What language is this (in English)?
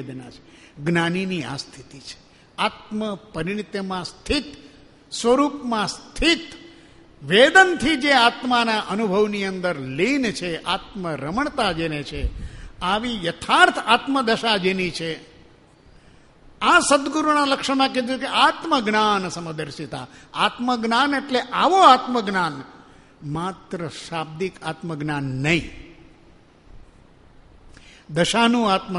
Gujarati